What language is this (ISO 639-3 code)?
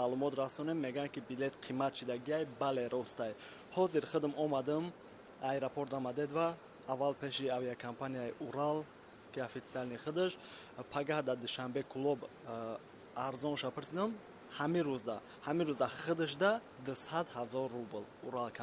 tgk